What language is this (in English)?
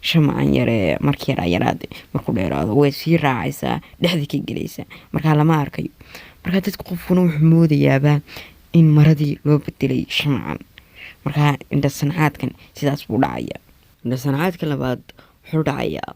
Somali